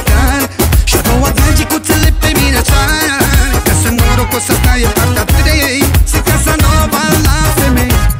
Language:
Romanian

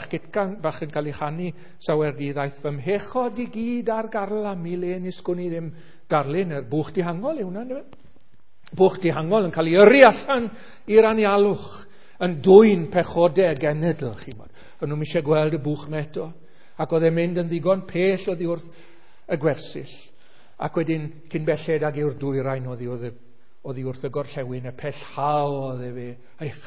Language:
Welsh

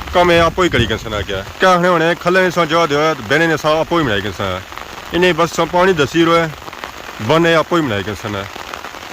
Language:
Pahari-Potwari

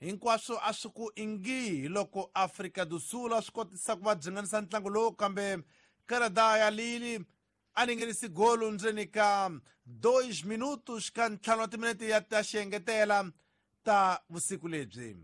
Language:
Tsonga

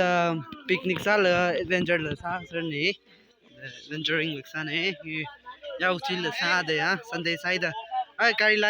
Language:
Tangkhul Naga (India)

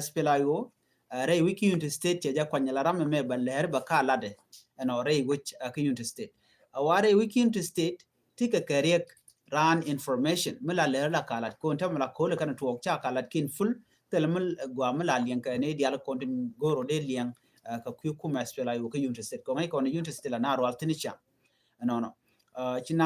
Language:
Nuer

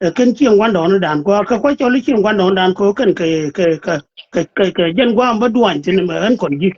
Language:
Nuer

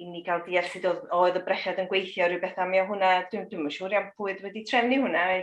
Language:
Welsh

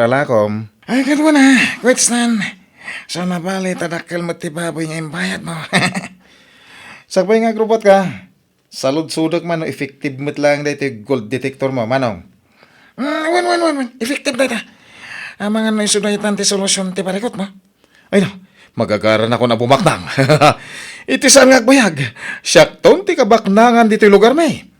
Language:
Iloko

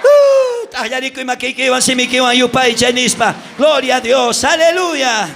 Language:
South Bolivian Quechua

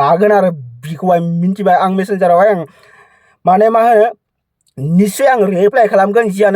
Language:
Bodo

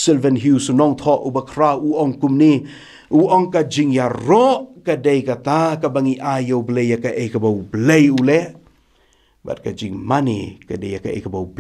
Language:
Khasi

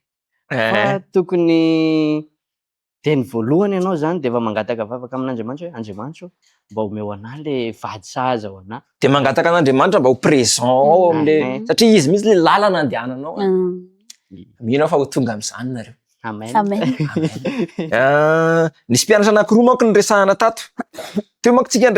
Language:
Malagasy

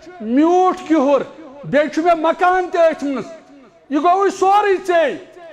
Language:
Kashmiri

